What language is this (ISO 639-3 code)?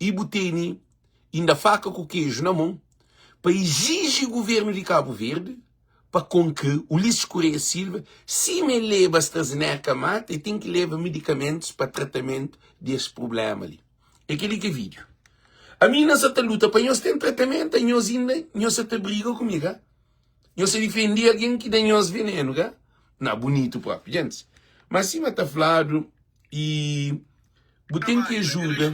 kea